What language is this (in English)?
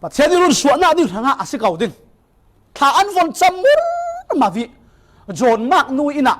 Falam Chin